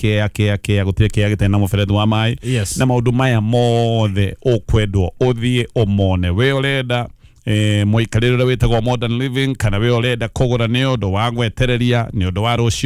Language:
Kikuyu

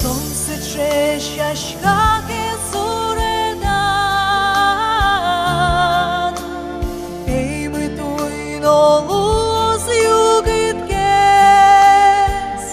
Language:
Udmurt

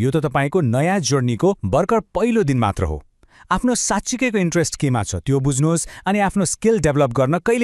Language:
Nepali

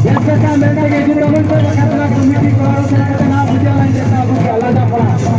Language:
Santali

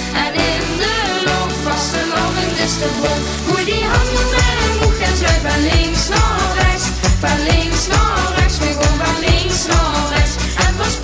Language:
Limburgish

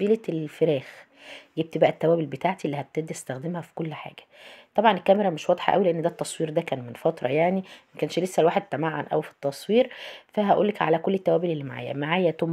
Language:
Egyptian Arabic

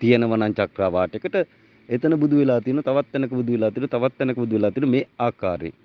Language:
Sinhala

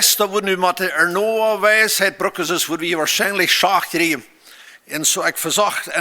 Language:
Plautdietsch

